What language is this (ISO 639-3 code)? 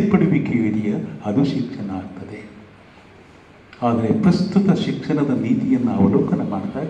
kan